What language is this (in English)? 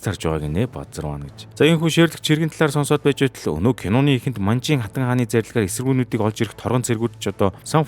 Mongolian